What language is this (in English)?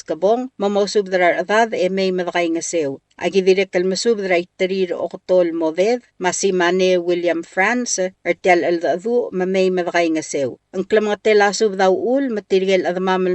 Palauan